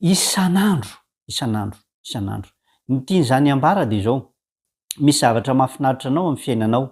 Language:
Malagasy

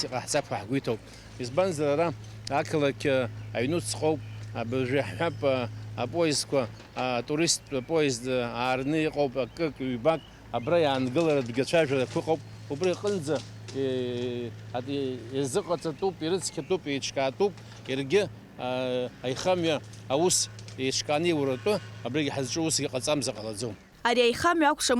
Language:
Abkhazian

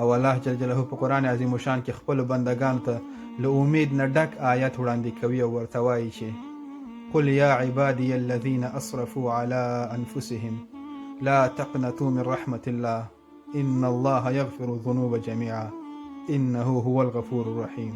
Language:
Pashto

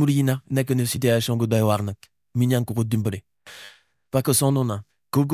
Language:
Wolof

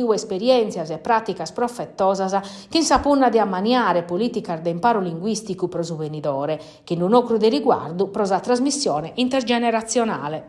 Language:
Sardinian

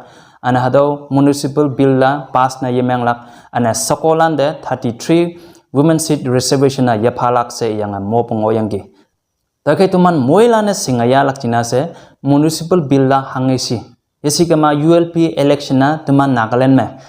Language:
Konyak Naga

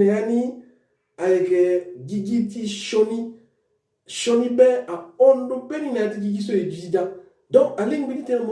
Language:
Sango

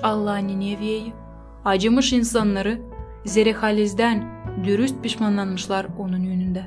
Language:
Gagauz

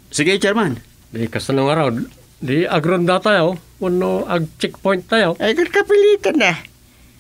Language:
Iloko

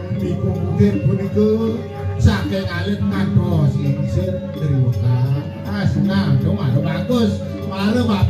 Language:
Balinese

